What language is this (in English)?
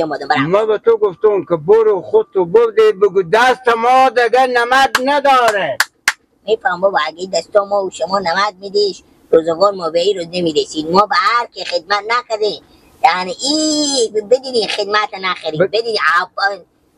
Persian